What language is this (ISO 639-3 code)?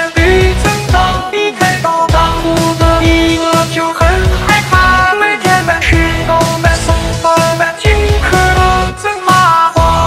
zho